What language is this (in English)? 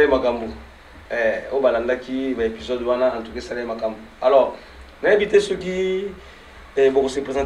Lingala